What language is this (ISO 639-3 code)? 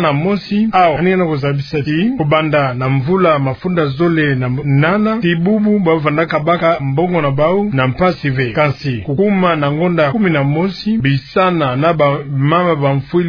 ktu